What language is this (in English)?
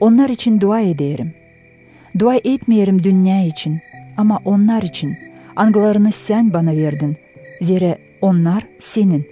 Gagauz